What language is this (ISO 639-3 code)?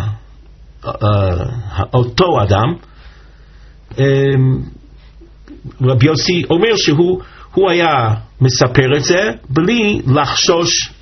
heb